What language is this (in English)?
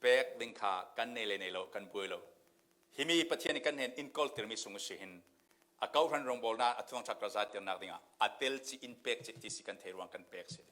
Falam Chin